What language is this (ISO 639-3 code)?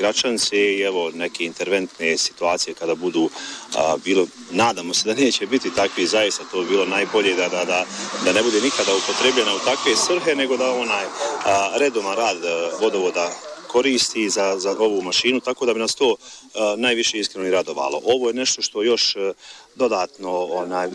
bos